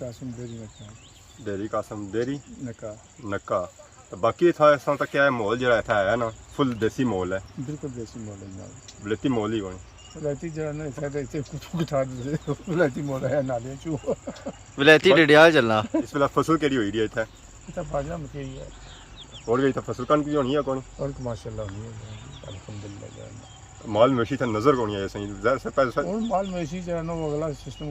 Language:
Pahari-Potwari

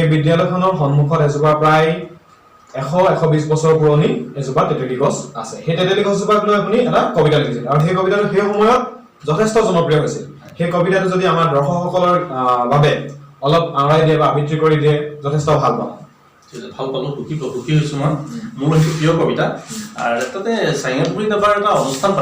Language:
Assamese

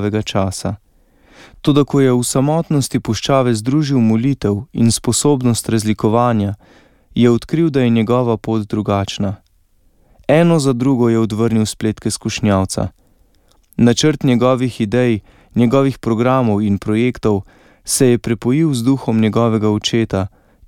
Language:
Slovenian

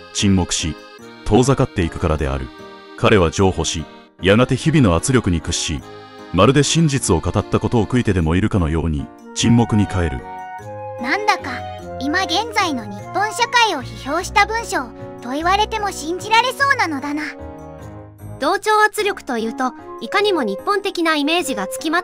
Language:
Japanese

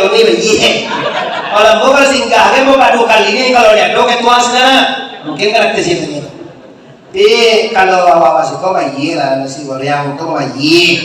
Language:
Minangkabau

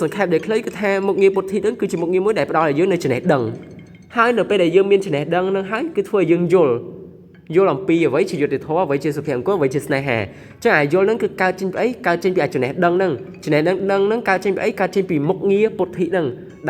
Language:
Khmer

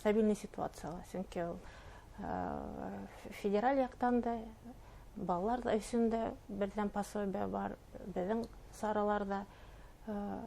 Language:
Bashkir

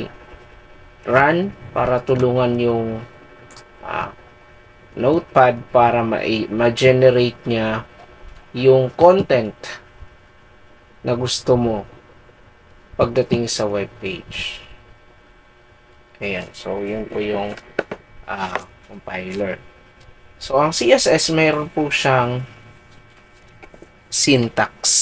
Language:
Filipino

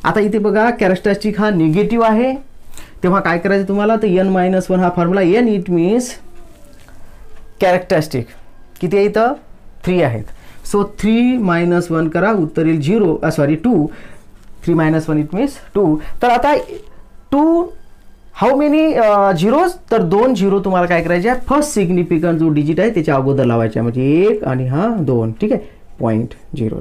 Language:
Marathi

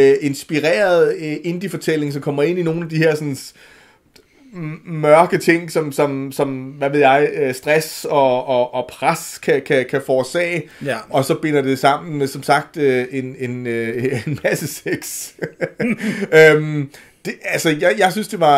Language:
Danish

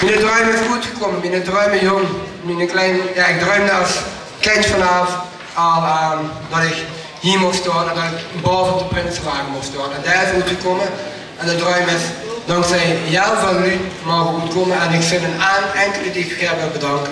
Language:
Limburgish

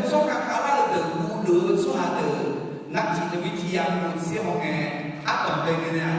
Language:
Akha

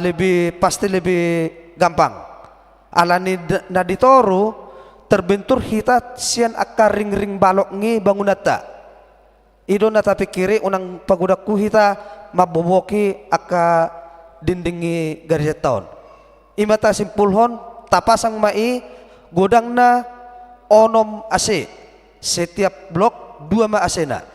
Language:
Batak Toba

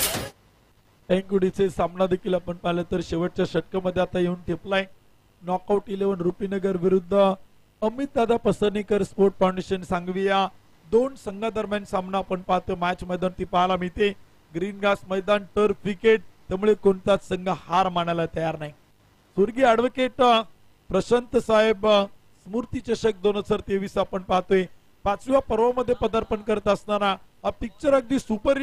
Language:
Marathi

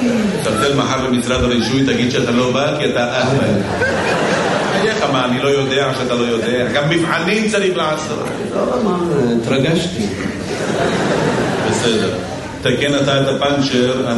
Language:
Hebrew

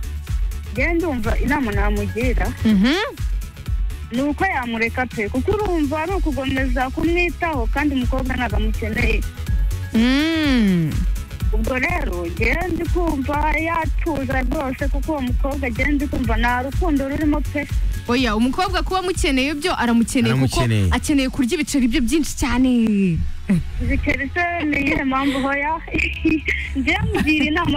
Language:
Kinyarwanda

